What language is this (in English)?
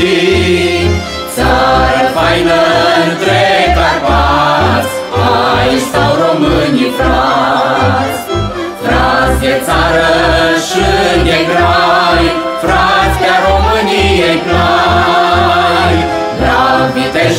Romanian